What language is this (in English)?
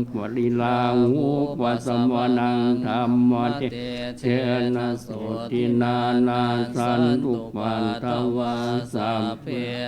Pali